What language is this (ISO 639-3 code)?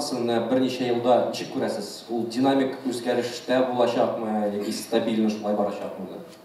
tat